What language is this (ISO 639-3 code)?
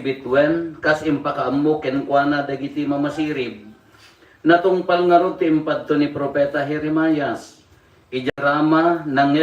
ilo